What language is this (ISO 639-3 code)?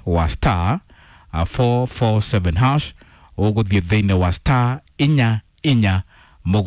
kik